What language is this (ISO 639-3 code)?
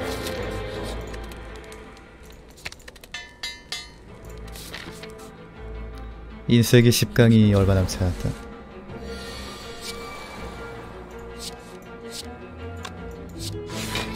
kor